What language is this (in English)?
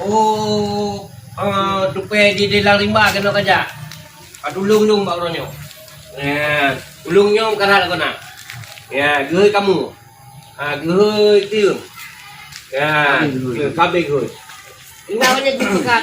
Achinese